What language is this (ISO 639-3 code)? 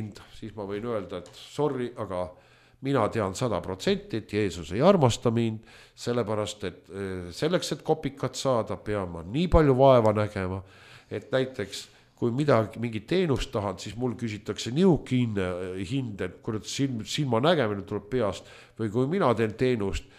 est